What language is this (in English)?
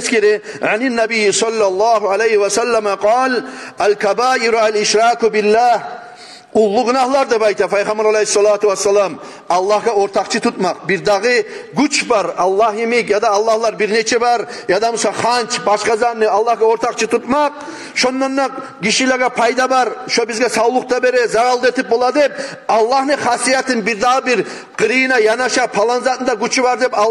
Kumyk